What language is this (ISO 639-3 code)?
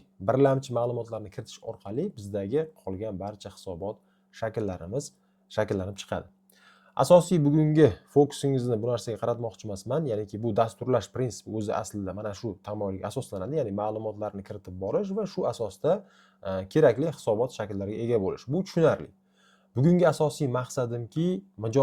uzb